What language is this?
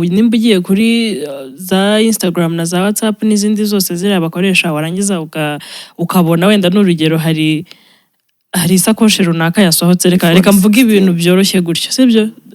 Kinyarwanda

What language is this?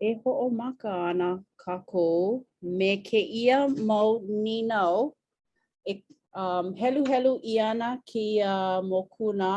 Hawaiian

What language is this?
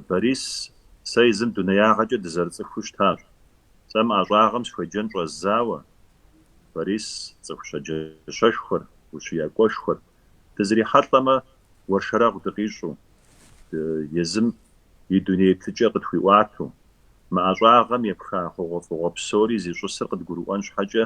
Kabardian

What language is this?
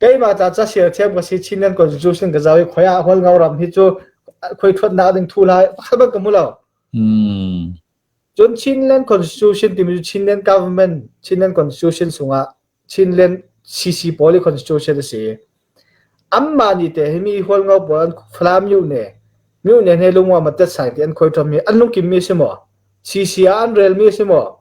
Falam Chin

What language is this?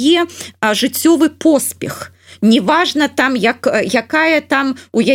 Belarusian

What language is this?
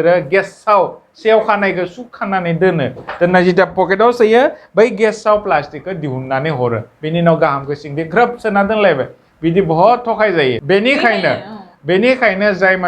Bodo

